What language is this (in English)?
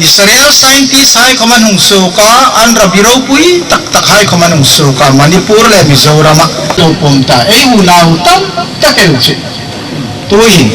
Hmar